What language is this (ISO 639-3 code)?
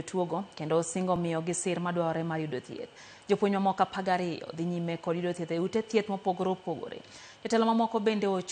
luo